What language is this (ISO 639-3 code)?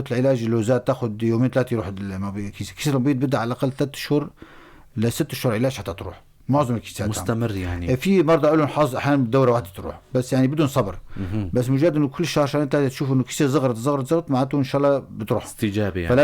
apc